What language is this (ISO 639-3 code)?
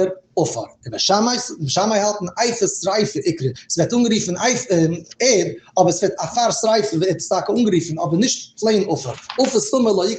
yid